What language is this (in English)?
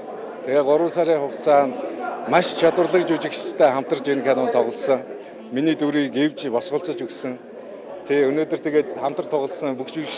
Mongolian